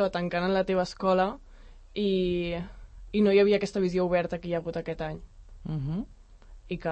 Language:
Catalan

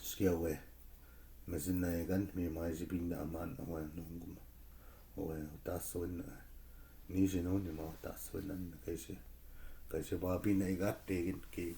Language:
Chippewa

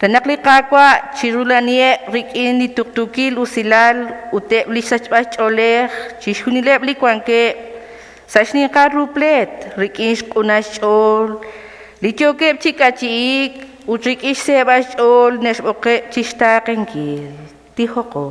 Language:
Kekchí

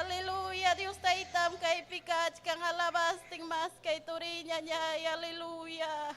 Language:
Ayacucho Quechua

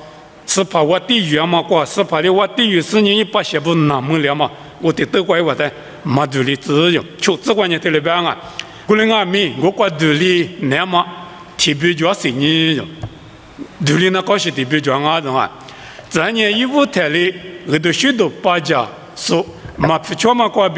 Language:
Lisu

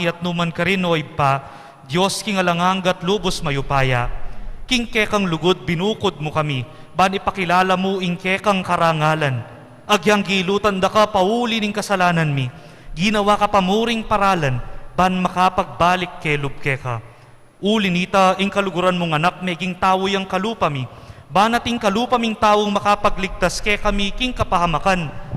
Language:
Pampanga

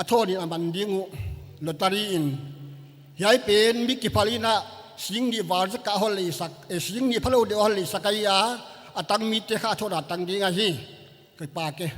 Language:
Paite Chin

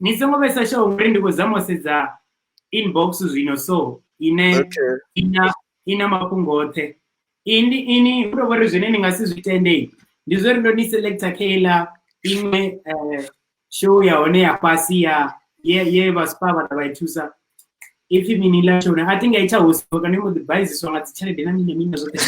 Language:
Venda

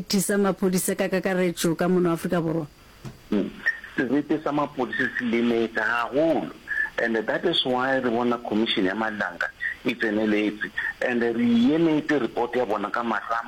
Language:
Northern Sotho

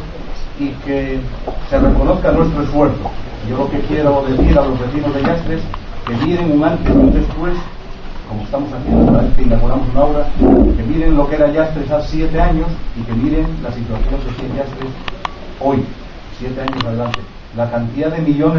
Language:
Spanish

